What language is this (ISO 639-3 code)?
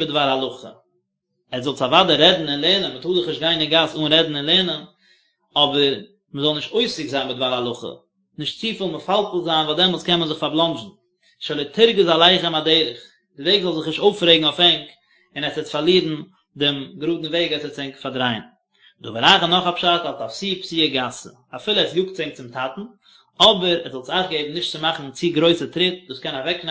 yid